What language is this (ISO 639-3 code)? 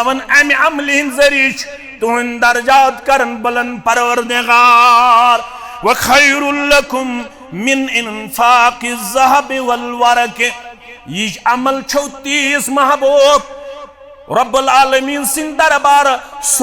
kas